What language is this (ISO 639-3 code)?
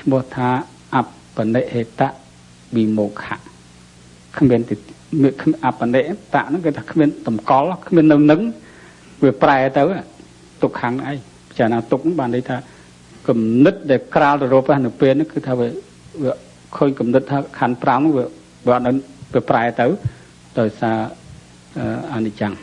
khm